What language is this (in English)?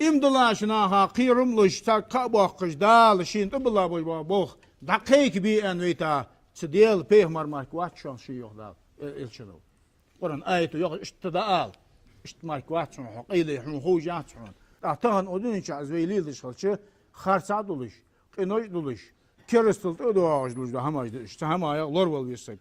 Ingush